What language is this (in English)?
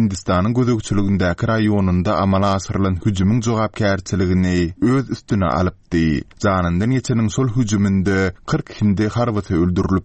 Turkmen